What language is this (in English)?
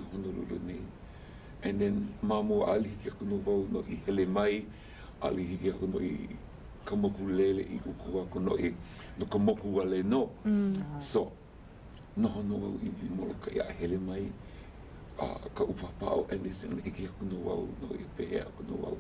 Hawaiian